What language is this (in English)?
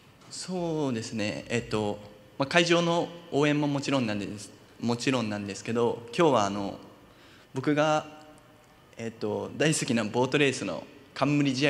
Japanese